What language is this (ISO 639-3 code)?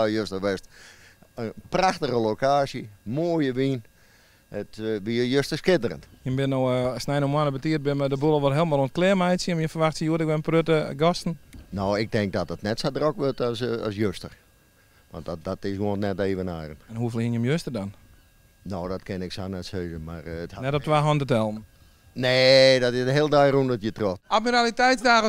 fry